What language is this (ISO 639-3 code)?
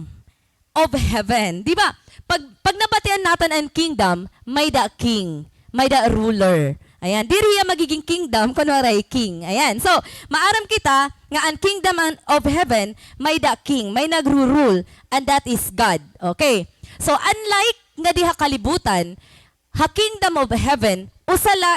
war